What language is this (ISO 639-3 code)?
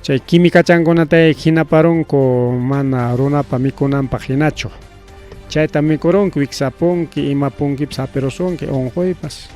quy